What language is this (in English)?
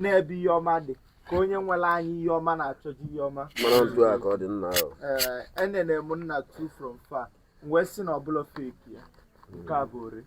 Igbo